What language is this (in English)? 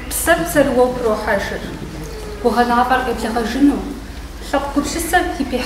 Kabardian